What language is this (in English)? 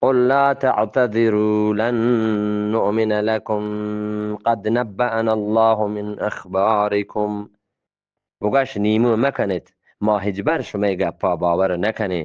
Eastern Balochi